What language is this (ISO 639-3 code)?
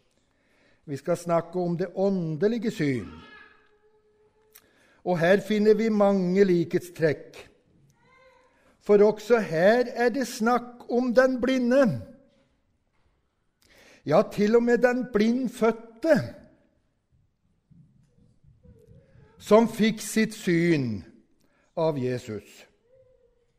nor